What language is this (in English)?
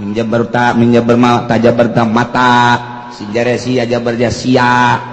Sundanese